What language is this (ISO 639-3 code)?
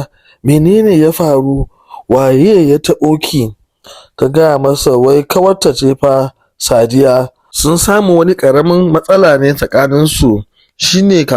hau